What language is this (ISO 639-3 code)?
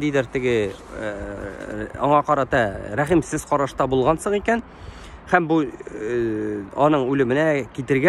tat